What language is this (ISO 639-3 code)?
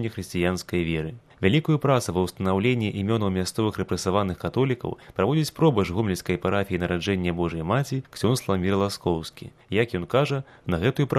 bel